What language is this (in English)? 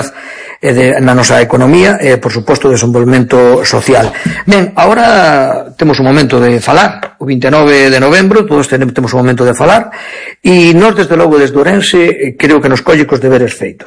Galician